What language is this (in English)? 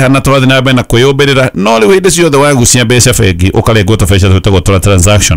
Kikuyu